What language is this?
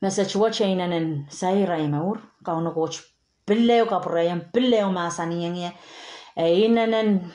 Pohnpeian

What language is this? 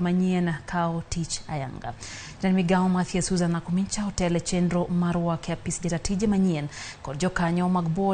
Luo (Kenya and Tanzania)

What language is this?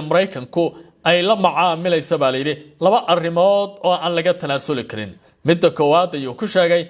Somali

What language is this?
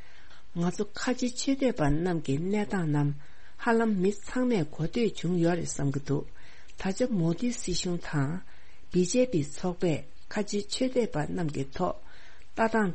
Tibetan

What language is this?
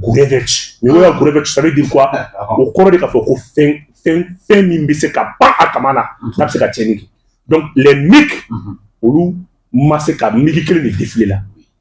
Bambara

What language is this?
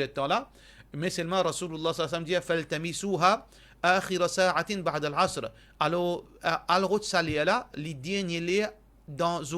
Morisyen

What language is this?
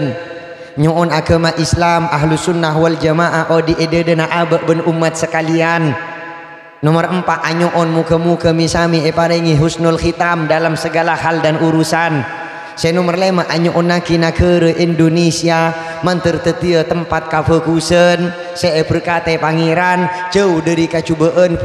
Madurese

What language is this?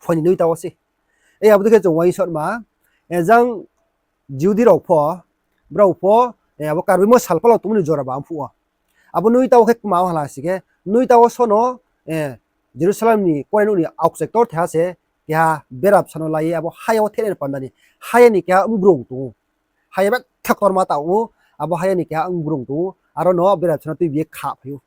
Riang (India)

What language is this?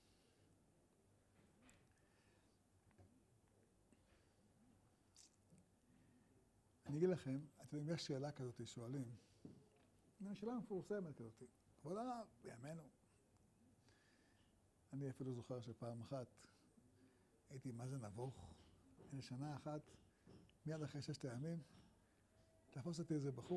Hebrew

